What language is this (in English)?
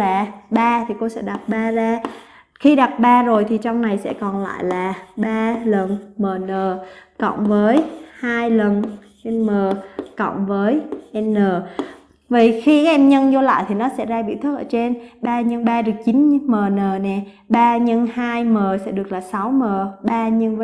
Vietnamese